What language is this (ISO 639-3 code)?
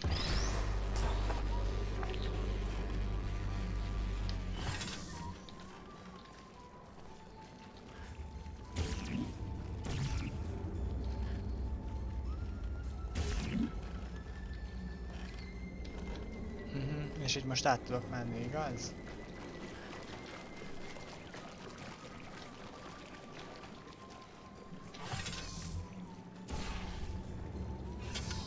hun